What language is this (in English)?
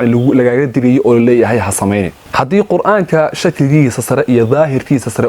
Somali